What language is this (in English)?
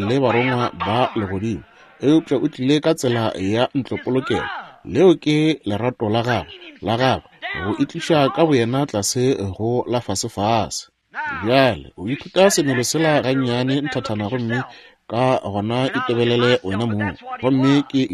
Northern Sotho